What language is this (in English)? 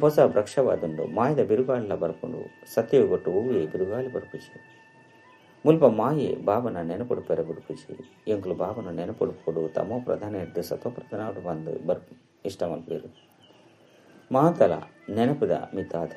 Tulu